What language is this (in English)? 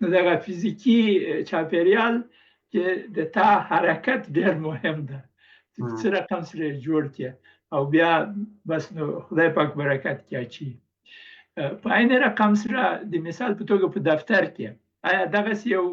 Pashto